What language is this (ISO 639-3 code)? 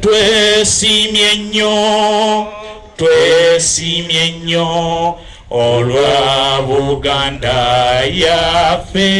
lug